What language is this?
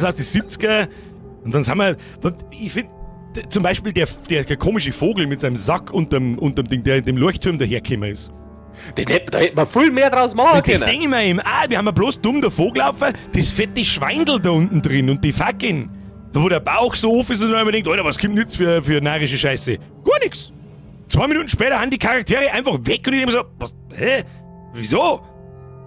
Bavarian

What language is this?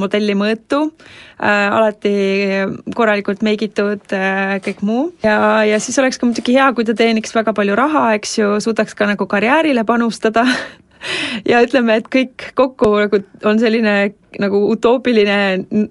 Estonian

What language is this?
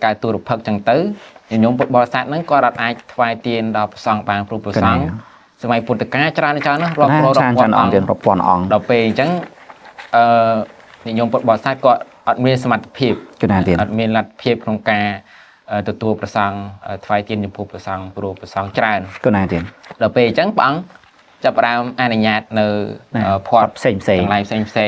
Khmer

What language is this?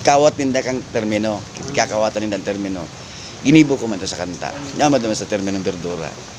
Bikol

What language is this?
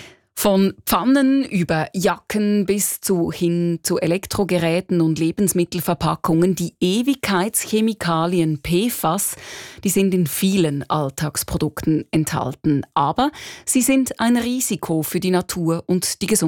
German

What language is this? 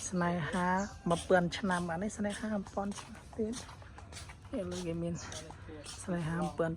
Khmer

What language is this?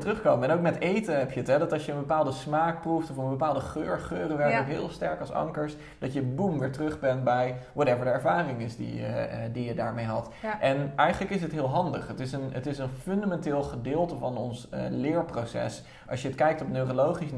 Dutch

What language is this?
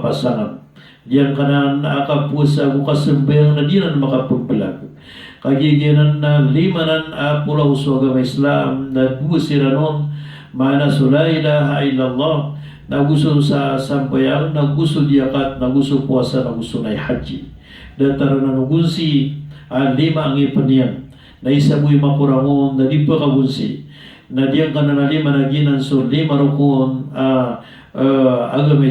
Maranao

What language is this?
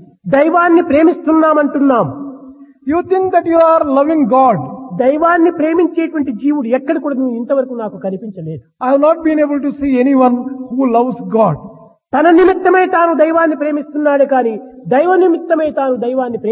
Telugu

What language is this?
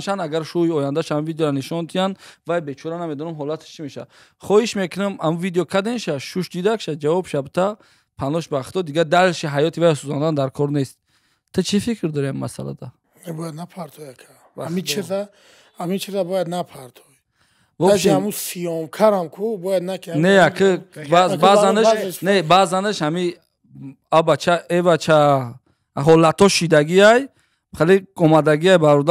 Tajik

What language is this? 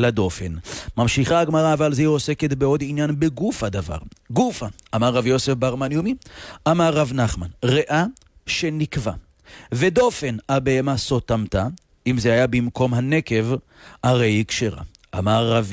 Hebrew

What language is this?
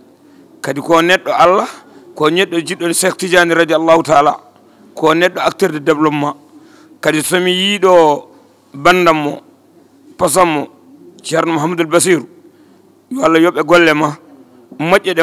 Fula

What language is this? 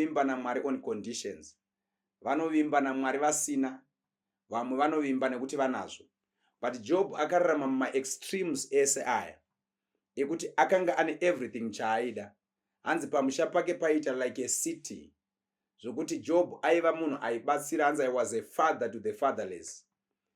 Shona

